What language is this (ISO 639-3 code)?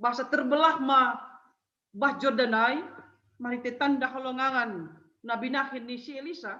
bts